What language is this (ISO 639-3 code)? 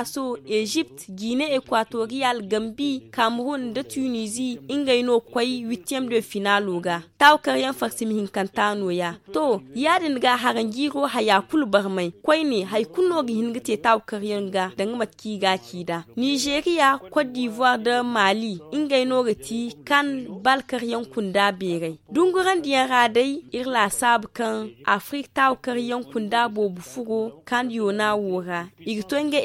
dje